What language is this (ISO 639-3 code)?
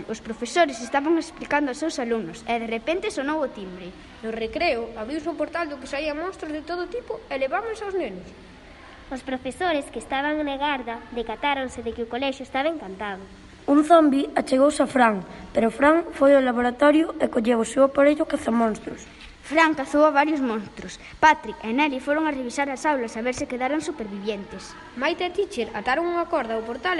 glg